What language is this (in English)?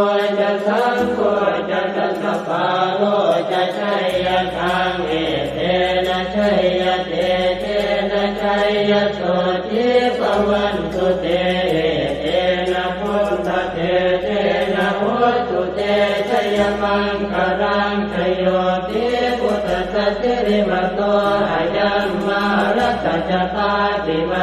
Pali